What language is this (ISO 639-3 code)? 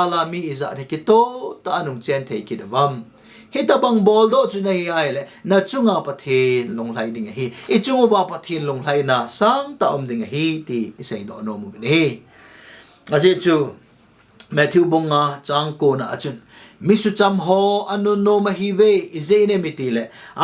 tcz